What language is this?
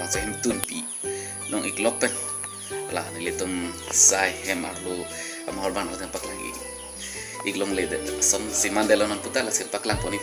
Karbi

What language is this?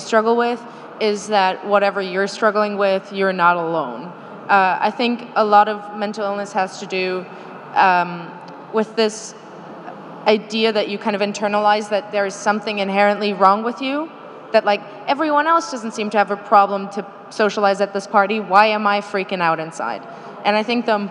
English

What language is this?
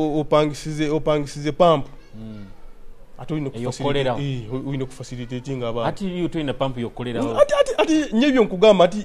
Nyoro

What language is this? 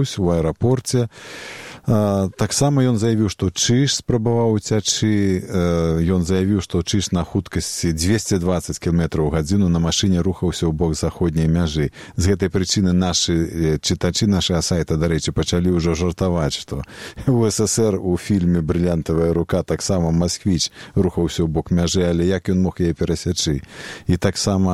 Belarusian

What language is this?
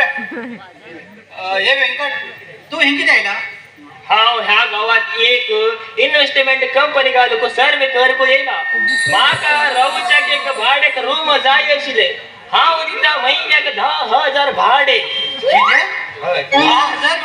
Konkani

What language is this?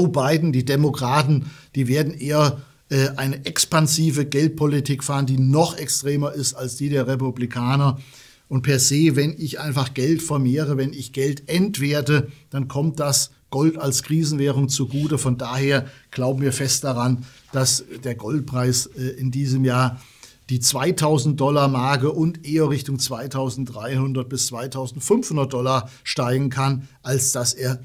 German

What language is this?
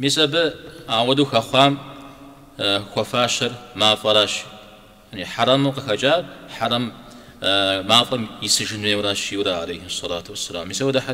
Kabardian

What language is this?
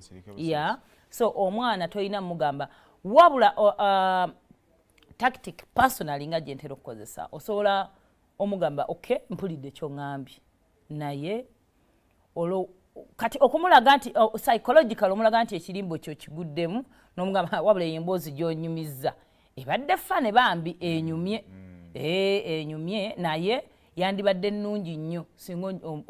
Ganda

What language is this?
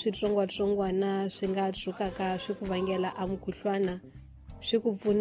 Tsonga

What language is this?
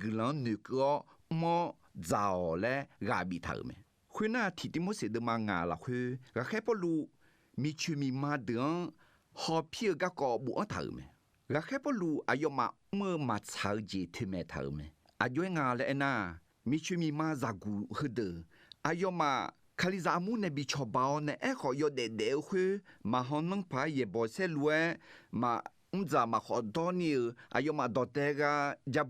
Akha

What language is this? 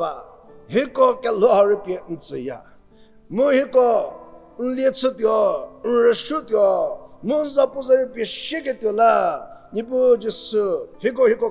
Angami Naga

